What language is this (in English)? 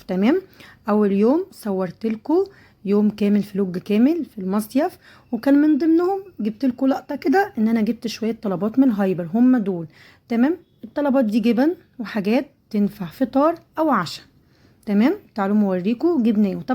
Egyptian Arabic